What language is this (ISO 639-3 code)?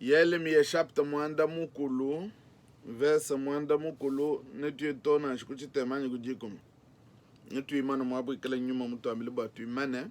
lua